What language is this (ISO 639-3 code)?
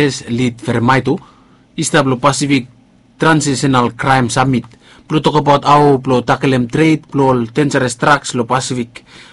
bis